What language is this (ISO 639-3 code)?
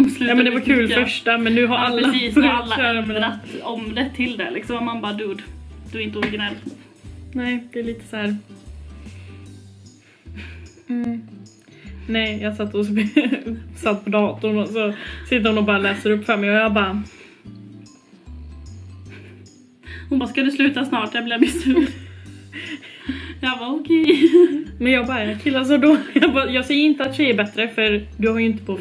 swe